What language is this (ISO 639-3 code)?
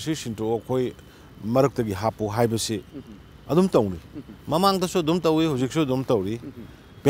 mni